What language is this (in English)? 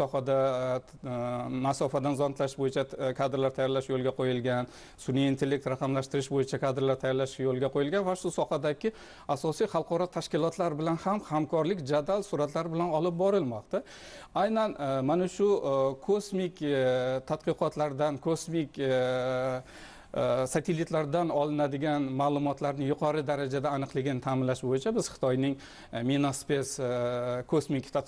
Uzbek